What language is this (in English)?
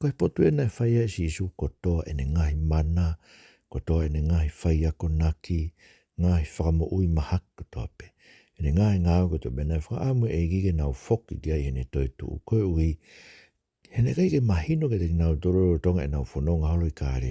Tongan